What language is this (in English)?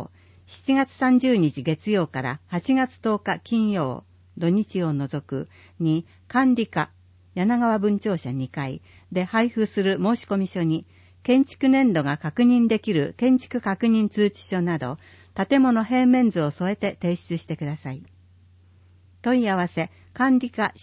Japanese